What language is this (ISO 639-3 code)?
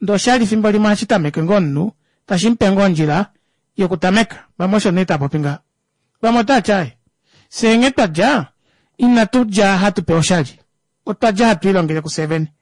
kua